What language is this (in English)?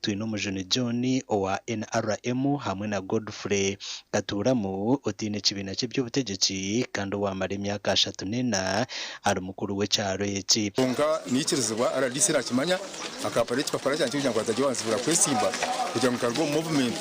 Nyankole